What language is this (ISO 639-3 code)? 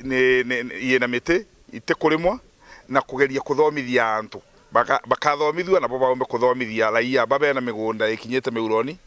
mer